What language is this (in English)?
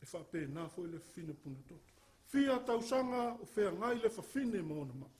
Samoan